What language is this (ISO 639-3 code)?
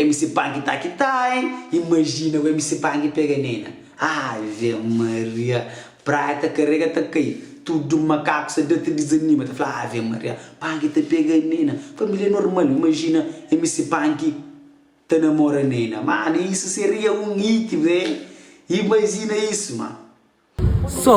kea